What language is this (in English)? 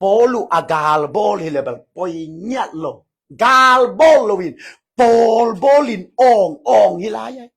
Tedim Chin